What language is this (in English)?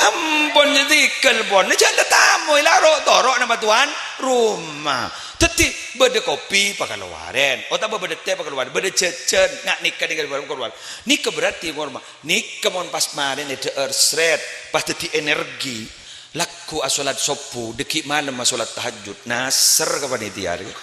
Madurese